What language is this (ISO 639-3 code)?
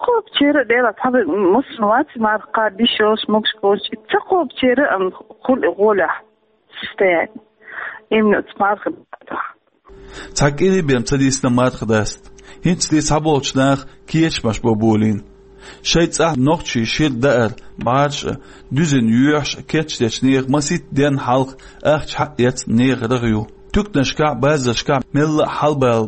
che